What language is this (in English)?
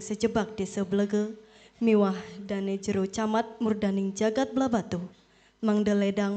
Balinese